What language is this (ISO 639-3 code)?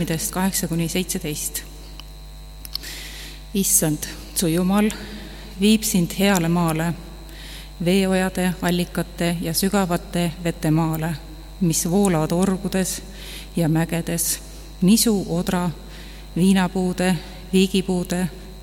est